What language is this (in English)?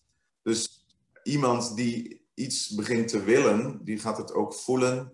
Dutch